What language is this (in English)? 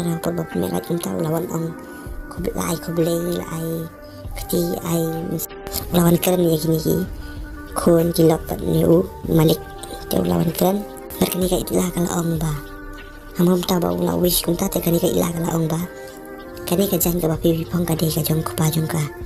Khasi